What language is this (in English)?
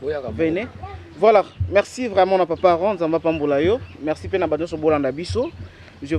Lingala